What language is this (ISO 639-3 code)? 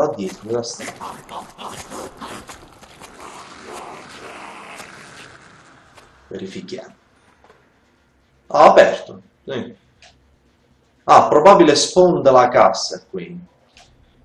ita